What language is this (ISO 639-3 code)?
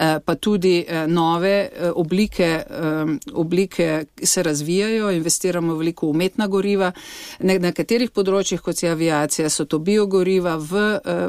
slv